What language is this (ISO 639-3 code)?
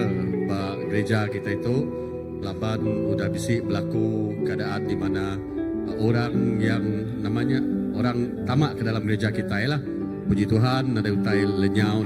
iba